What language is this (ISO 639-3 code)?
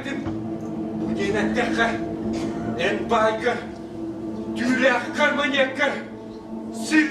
sah